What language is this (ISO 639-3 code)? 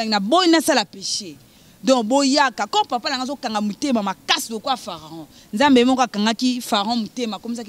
lin